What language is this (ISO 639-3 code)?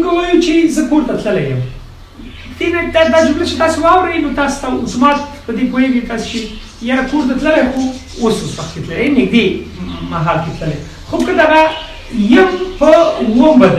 pus